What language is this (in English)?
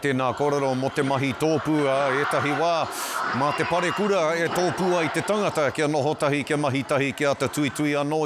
Māori